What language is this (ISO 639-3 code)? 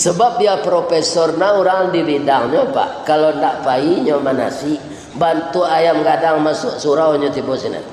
min